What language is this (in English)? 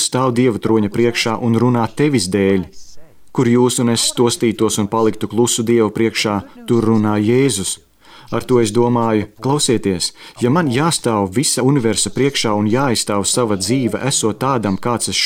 Latvian